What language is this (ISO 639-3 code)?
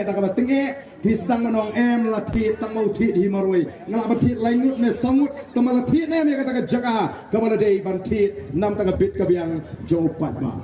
kha